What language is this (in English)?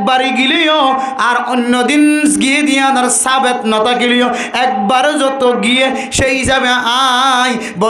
Rohingya